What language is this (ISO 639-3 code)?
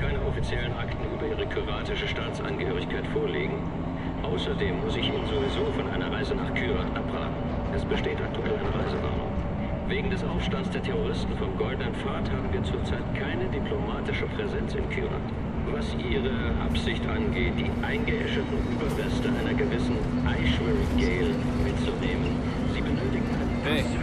gsw